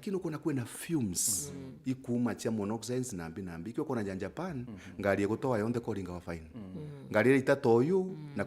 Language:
Meru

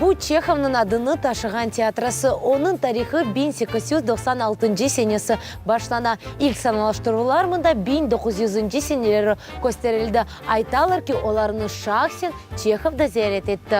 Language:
Crimean Tatar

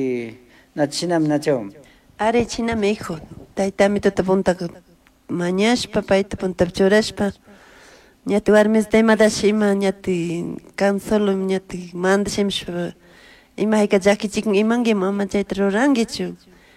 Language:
Chimborazo Highland Quichua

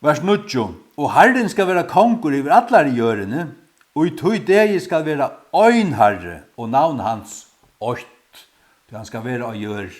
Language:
Faroese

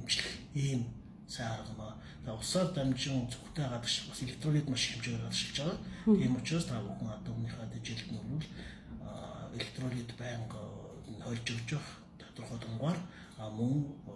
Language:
Mongolian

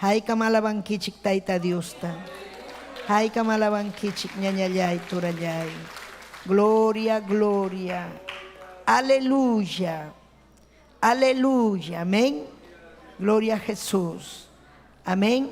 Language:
Ayacucho Quechua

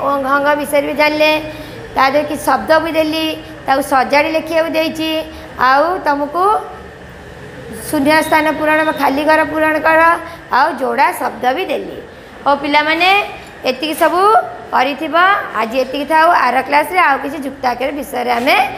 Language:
Odia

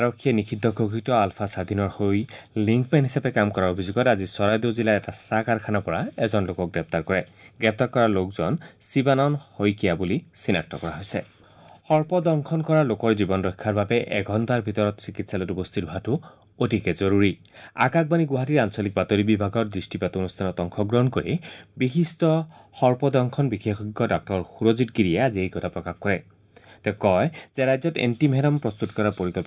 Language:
Assamese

